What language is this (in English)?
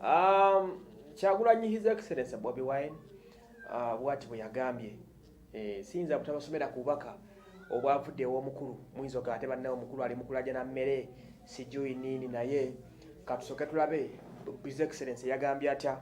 Ganda